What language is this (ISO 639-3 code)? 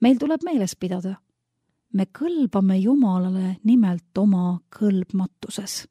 est